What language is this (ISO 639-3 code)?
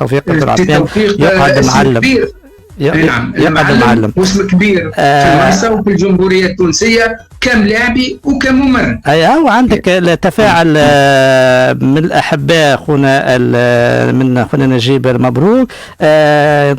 aeb